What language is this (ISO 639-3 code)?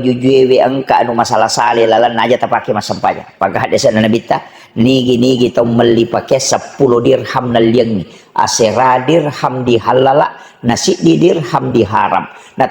bug